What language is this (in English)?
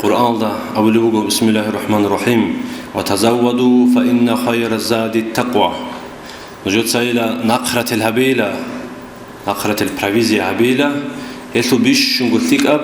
Avaric